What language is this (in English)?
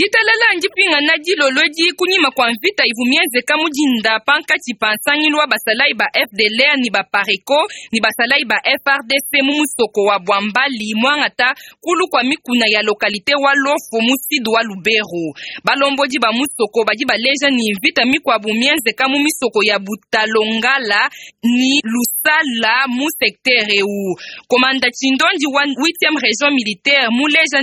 Luba-Lulua